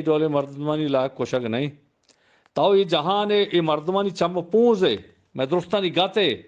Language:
Eastern Balochi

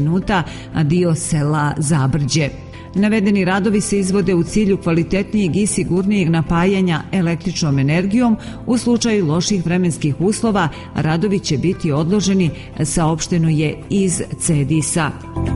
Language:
Serbian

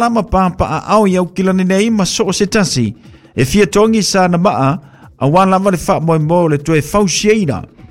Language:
Samoan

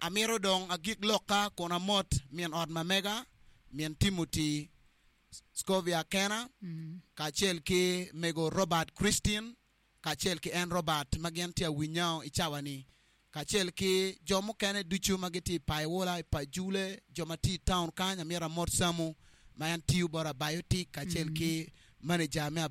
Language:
Acoli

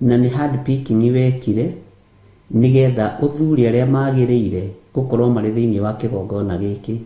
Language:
Kikuyu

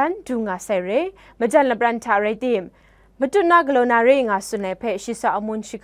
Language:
Kachin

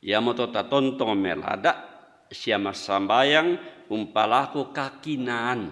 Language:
Toraja-Sa'dan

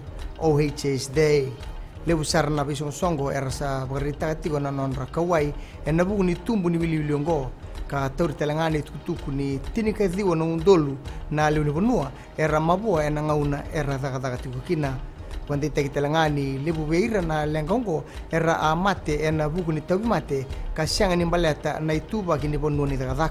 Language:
Fijian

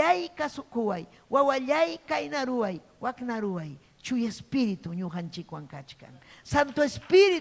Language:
Ayacucho Quechua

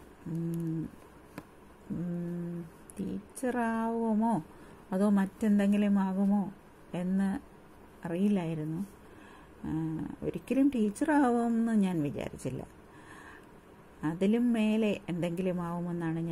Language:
Malayalam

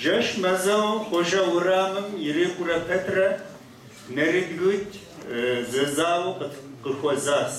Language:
Kabardian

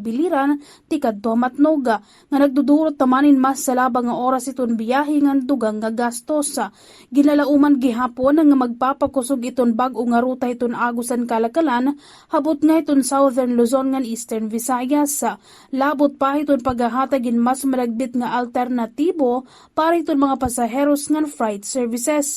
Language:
Waray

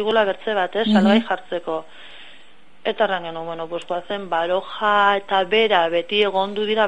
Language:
Basque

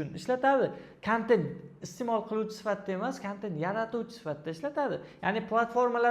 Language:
Uzbek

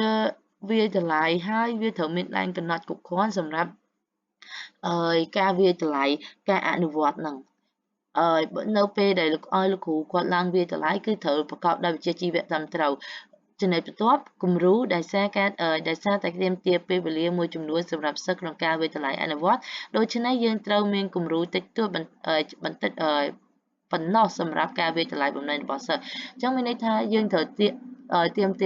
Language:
Khmer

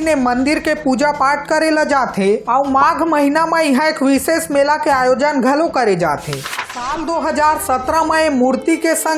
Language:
Chhattisgarhi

